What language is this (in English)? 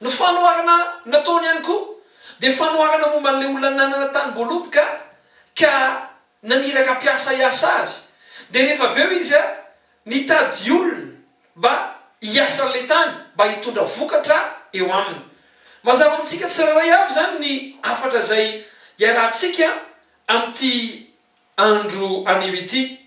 Malagasy